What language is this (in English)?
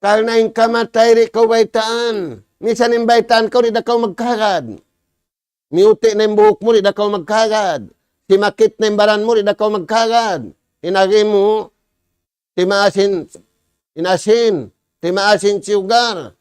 Tausug